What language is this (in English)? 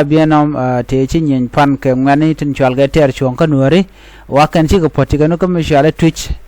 Nuer